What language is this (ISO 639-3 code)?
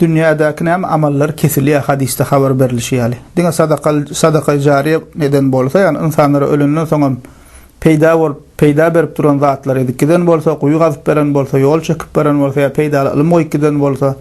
tuk